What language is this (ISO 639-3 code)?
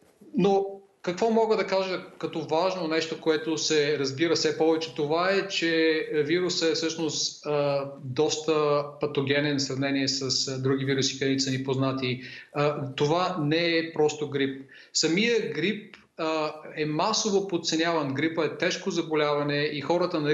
bul